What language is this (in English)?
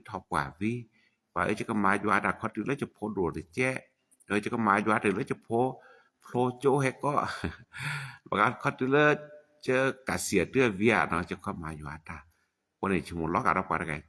S'gaw Karen